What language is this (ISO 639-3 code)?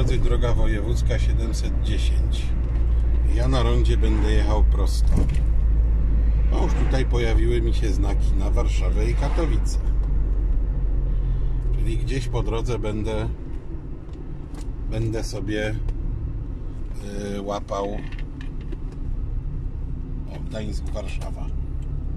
pol